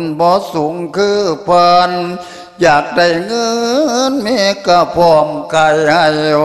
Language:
Lao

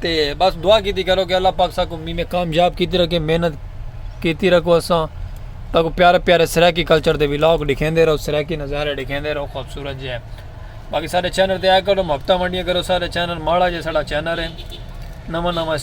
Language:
Saraiki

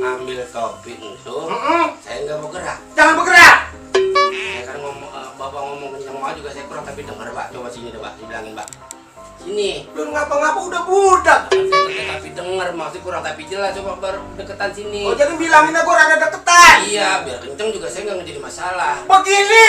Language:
Betawi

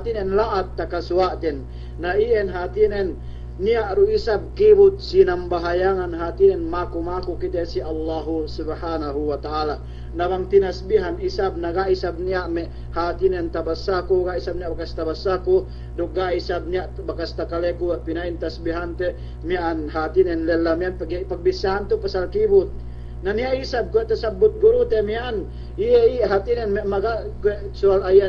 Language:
Yakan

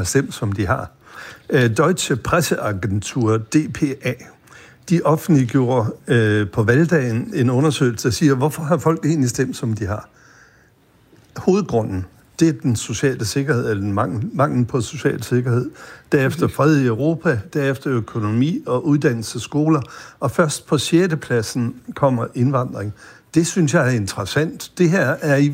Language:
Danish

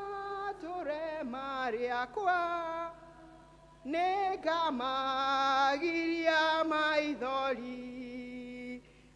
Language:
Kikuyu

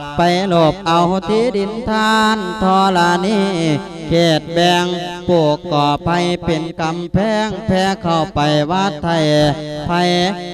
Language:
Lao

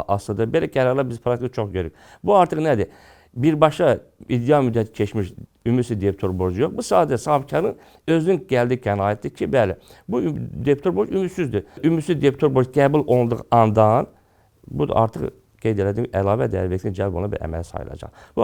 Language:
Azerbaijani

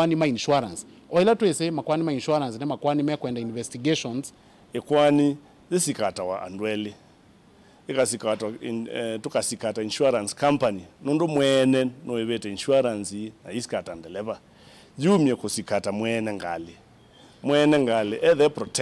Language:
Kamba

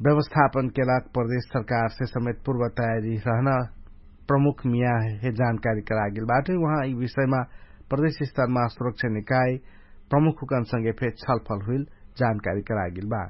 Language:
Dangaura Tharu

